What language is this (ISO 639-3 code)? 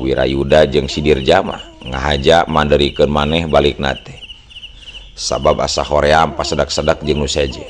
sun